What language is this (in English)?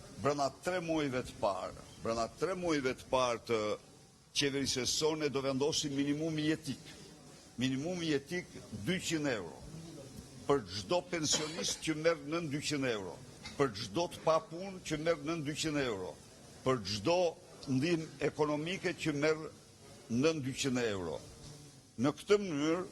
Albanian